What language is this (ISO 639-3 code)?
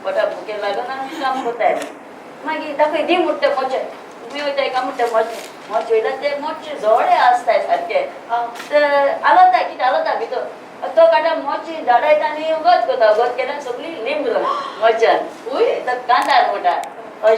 kok